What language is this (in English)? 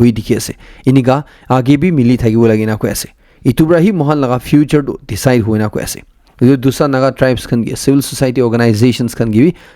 Naga Pidgin